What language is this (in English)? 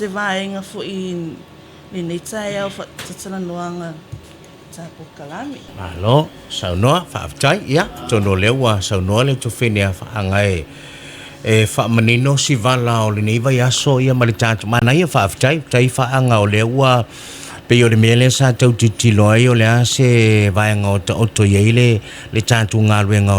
Samoan